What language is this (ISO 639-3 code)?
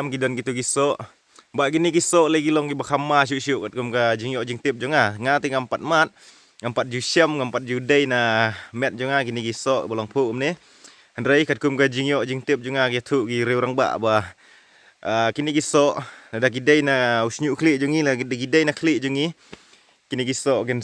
kha